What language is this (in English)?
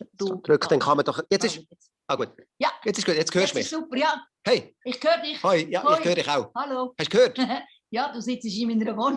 Swiss German